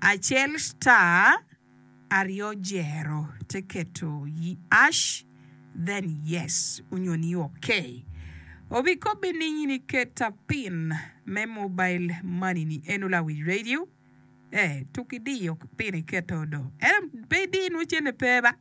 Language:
Acoli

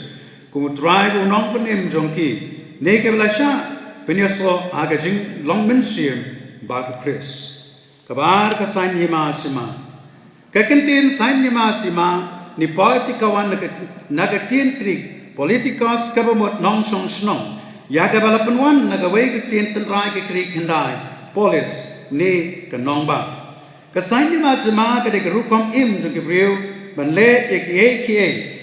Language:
Khasi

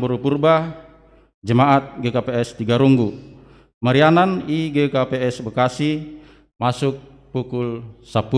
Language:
Batak Simalungun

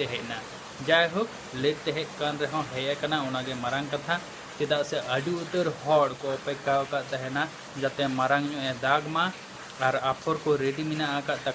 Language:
Santali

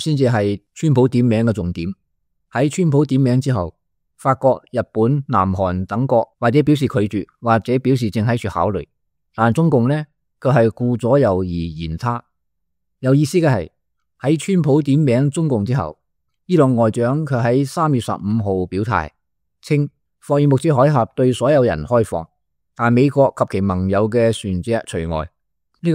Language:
Cantonese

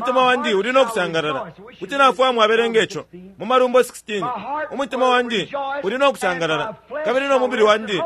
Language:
Bemba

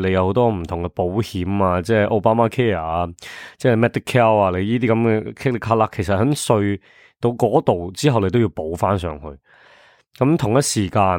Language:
Cantonese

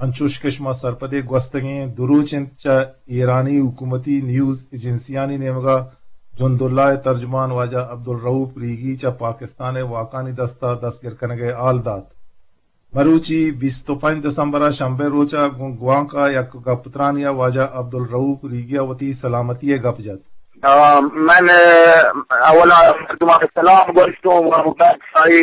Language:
Eastern Balochi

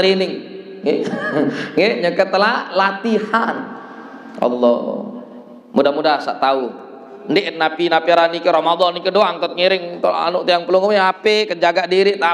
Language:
Sasak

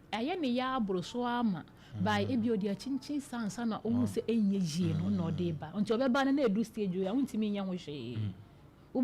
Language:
Akan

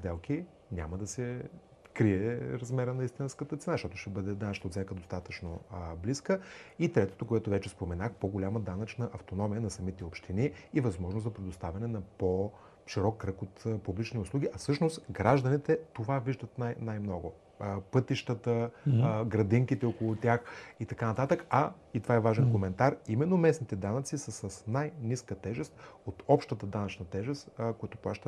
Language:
Bulgarian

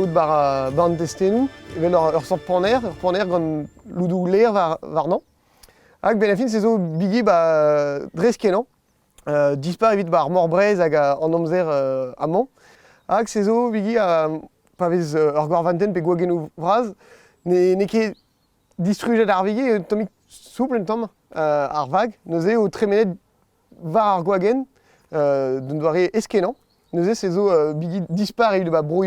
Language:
Breton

